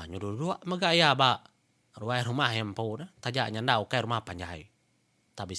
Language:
Iban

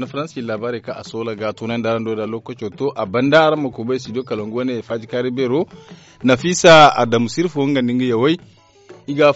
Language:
Zarma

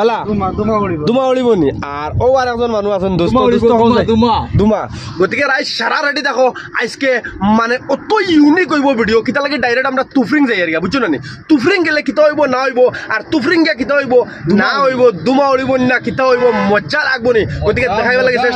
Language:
Sylheti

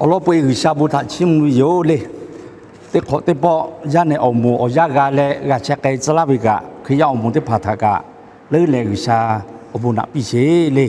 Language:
Lahu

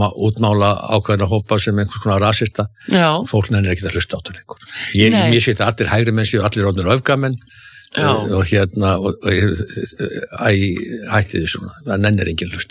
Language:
Icelandic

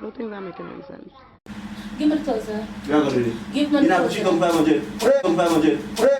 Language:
Jamaican Creole English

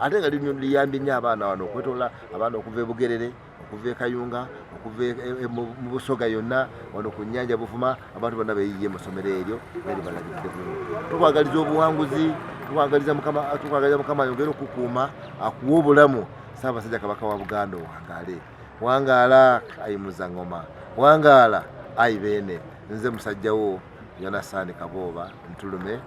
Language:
Ganda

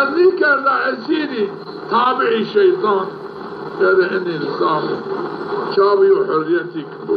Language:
Zaza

